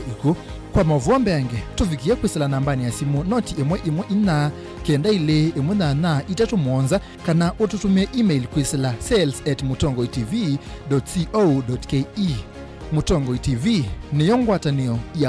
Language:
Kamba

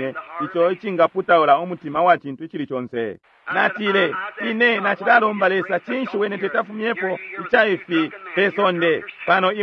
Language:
Bemba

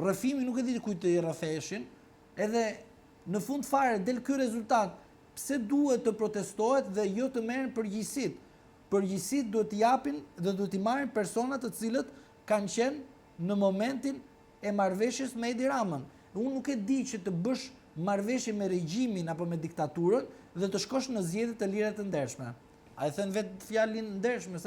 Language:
Albanian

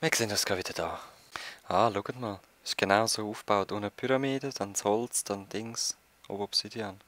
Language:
Swiss German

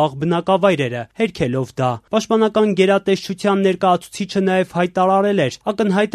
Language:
Armenian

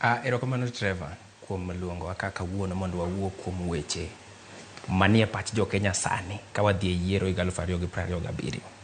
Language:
Luo (Kenya and Tanzania)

